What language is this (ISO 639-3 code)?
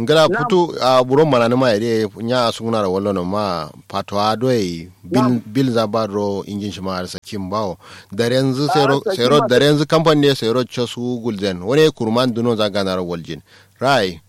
kau